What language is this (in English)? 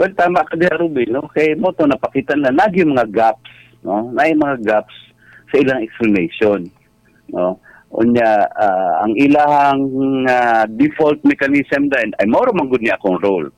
Cebuano